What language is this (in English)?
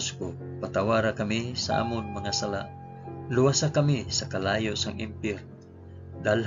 Hiligaynon